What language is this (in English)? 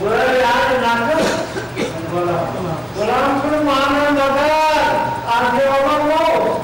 Kashmiri